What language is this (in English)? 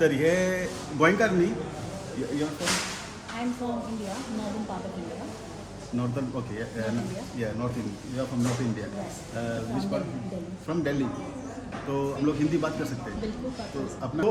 Konkani